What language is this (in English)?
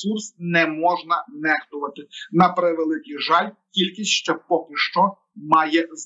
Ukrainian